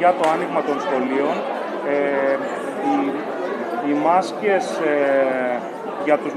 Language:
Greek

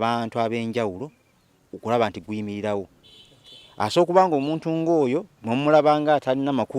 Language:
Ganda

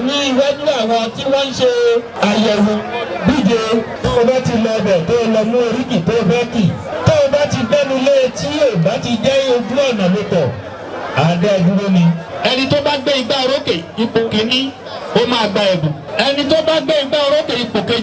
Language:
Yoruba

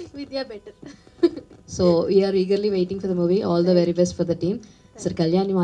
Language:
Telugu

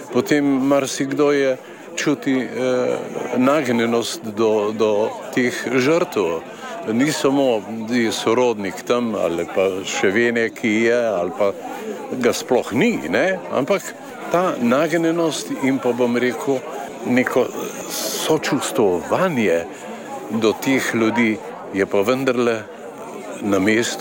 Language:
Slovenian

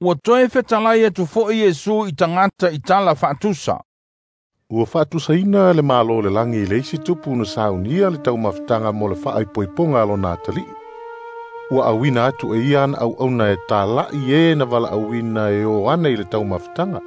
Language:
Samoan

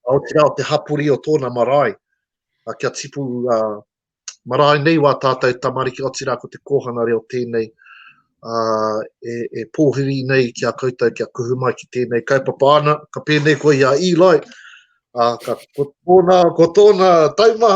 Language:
Māori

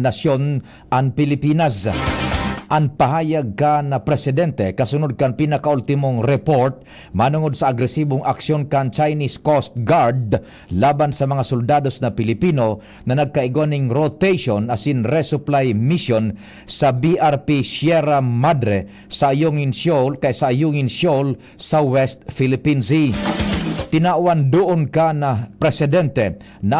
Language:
Bikol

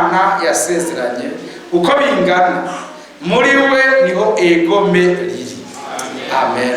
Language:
Rundi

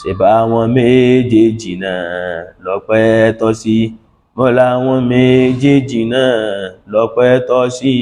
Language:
Yoruba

